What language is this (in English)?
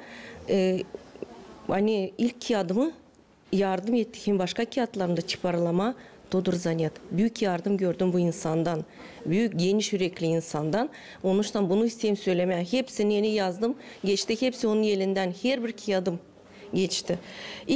Gagauz